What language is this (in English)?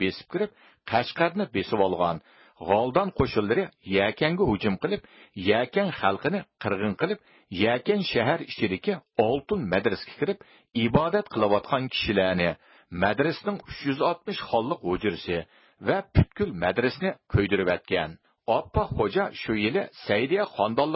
Uyghur